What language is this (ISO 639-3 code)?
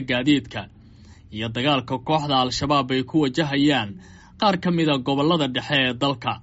som